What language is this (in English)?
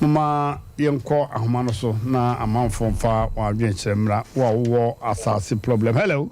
Akan